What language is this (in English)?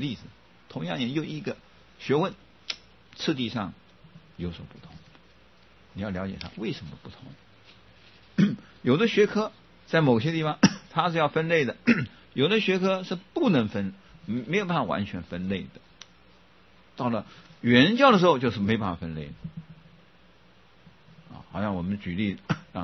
Chinese